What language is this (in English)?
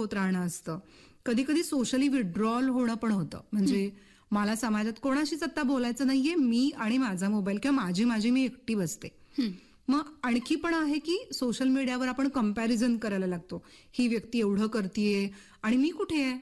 Marathi